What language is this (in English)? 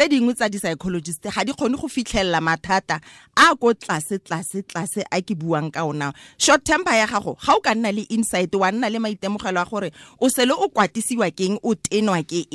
Tswana